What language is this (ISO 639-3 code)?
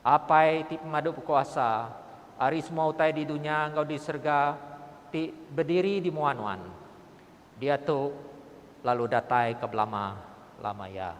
iba